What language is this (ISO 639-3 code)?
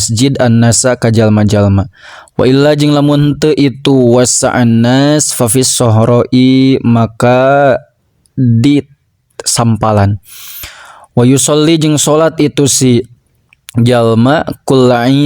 sun